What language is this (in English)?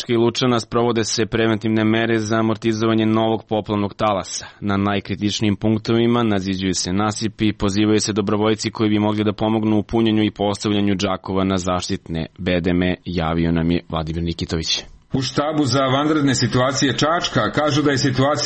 Serbian